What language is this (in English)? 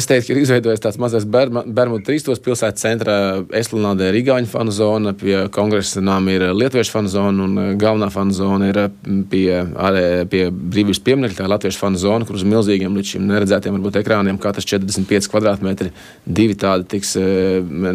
Latvian